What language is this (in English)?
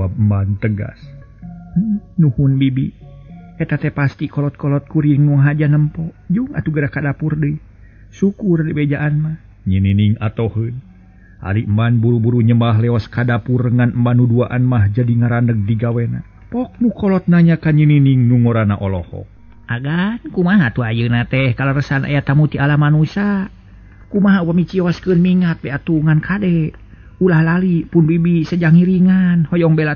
Sundanese